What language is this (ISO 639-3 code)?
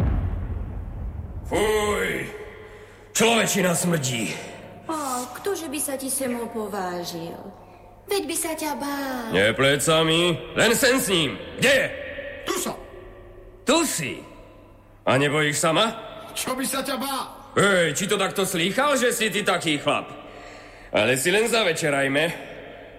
slk